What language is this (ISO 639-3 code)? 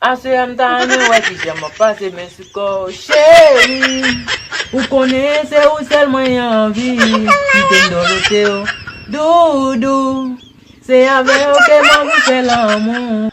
hat